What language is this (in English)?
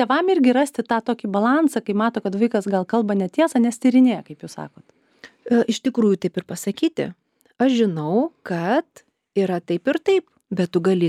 Lithuanian